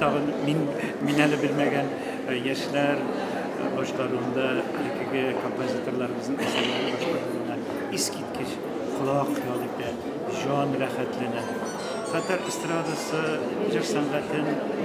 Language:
Tatar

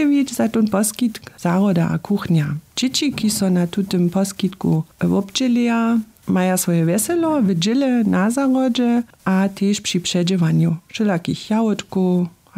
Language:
Upper Sorbian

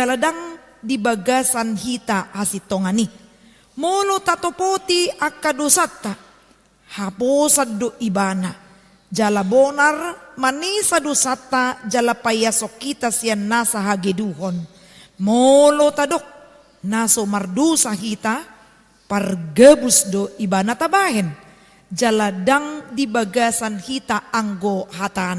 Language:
Batak Toba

